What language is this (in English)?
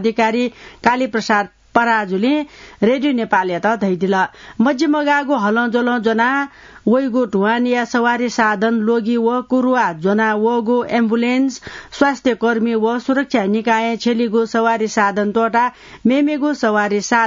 Newari